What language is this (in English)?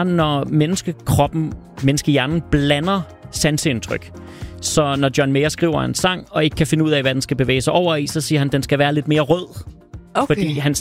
Danish